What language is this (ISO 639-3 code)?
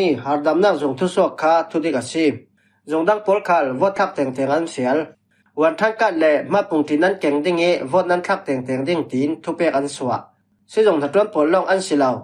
cfm